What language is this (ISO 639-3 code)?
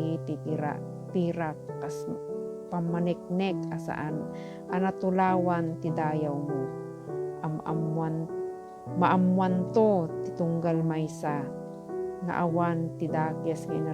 ilo